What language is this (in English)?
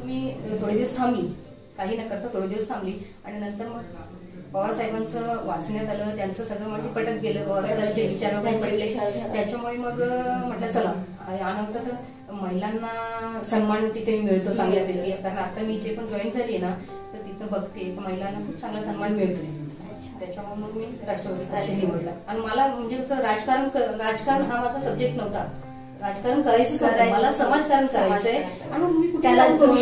Marathi